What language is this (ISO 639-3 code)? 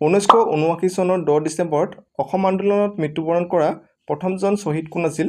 asm